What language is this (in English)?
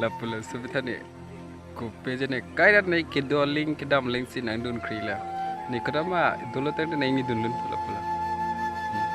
Karbi